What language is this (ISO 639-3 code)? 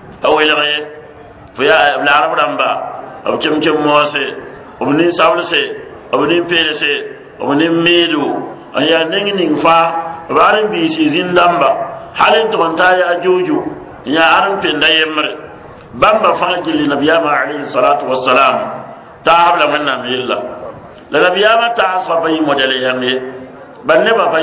mos